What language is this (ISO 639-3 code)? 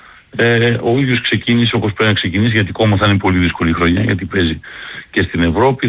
ell